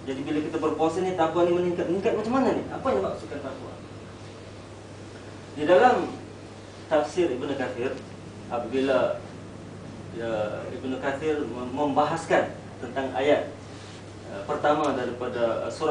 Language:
Malay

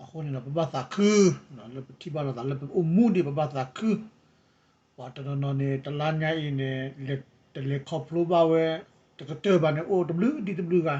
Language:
S'gaw Karen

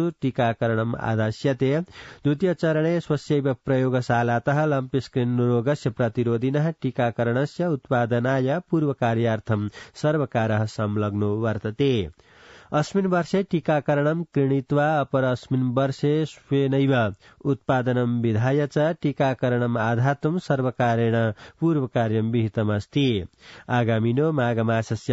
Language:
Sanskrit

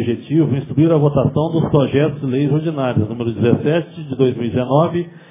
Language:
Portuguese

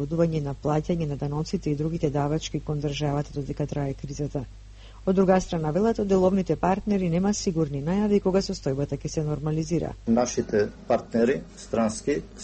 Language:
Macedonian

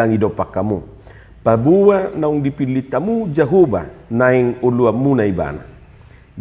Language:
Batak Toba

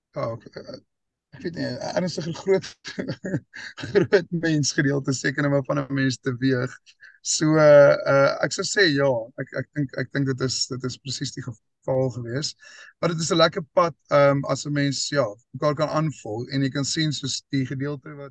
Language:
Afrikaans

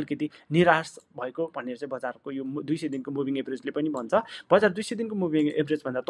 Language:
Nepali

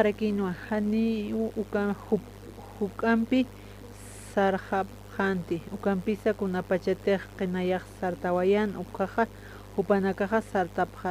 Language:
Aymara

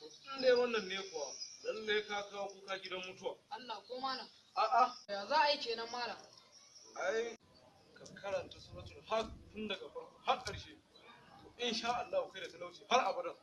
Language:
Hausa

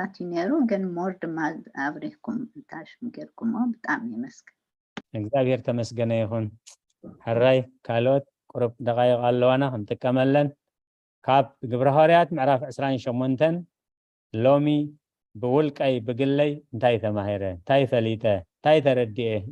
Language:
Tigrinya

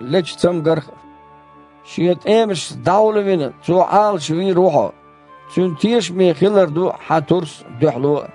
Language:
Chechen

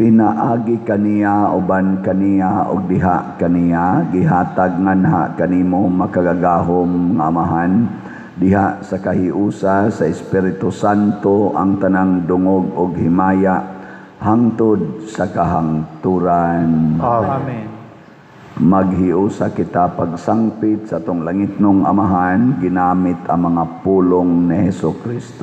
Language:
Cebuano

